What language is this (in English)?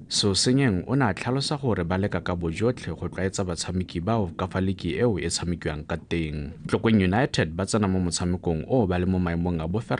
Tswana